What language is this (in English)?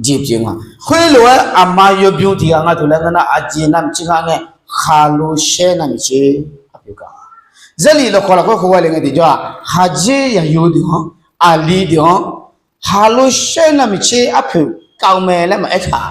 Akha